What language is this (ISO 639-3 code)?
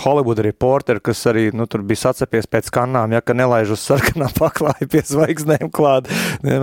lav